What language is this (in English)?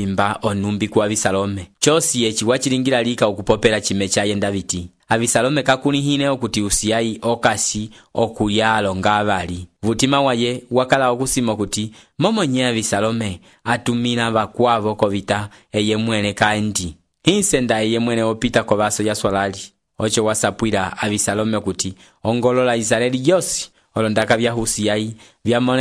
Umbundu